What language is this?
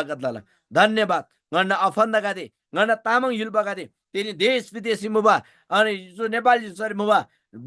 Eastern Tamang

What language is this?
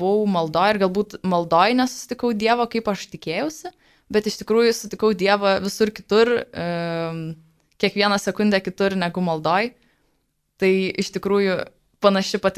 Lithuanian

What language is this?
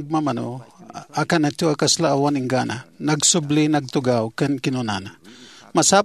Iloko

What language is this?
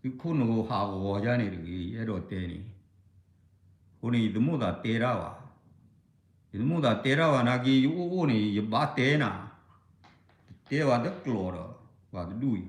S'gaw Karen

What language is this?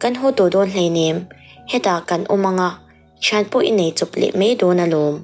Mizo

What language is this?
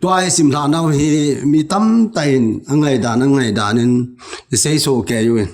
Thado Chin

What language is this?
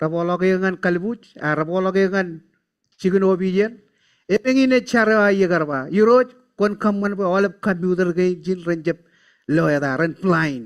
Marshallese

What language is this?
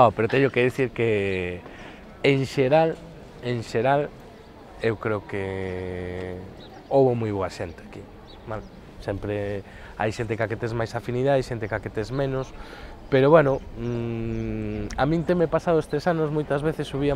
Galician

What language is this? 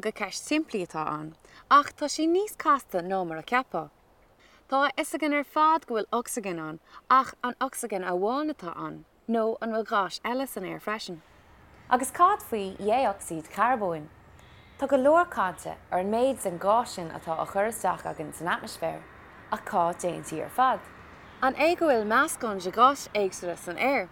Irish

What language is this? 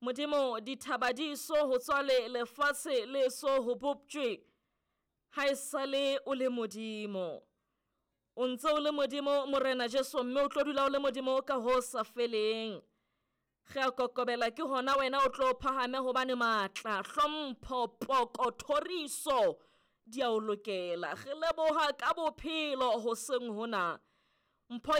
Southern Sotho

